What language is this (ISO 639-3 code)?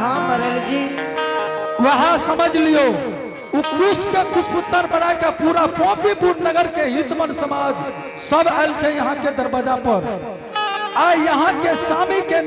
anp